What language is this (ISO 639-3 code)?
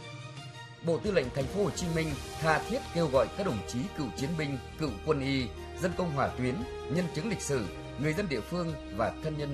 vie